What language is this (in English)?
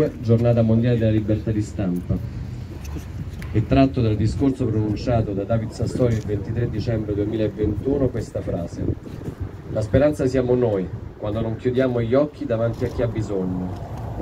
Italian